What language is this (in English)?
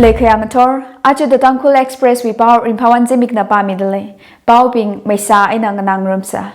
Tangkhul Naga (India)